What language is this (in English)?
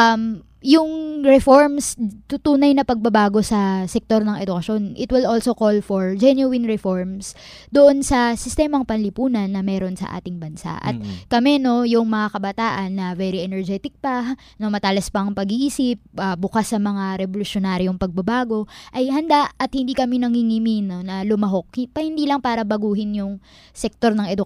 Filipino